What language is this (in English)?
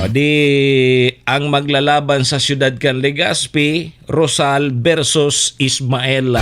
Bikol